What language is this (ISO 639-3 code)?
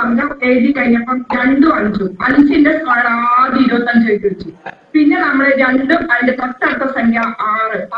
mal